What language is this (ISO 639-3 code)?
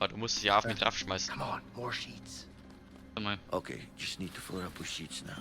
bar